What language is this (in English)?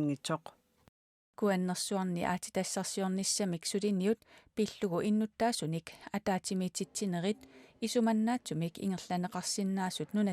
Kalaallisut